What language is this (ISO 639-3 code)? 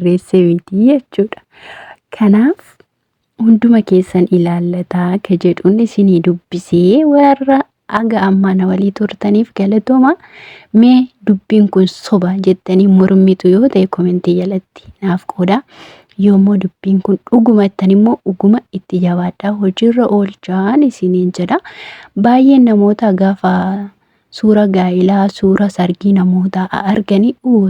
orm